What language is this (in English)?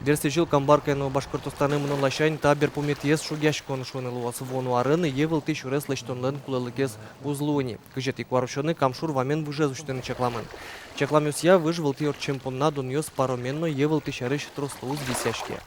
Udmurt